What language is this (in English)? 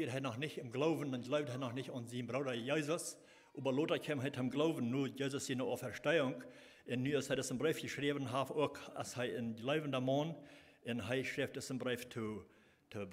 Plautdietsch